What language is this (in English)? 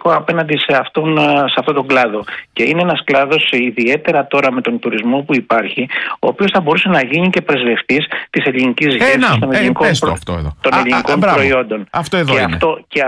Greek